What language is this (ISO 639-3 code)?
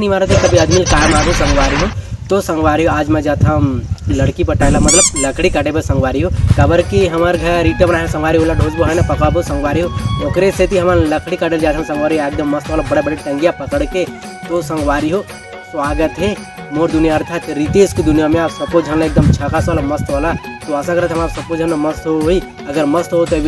hne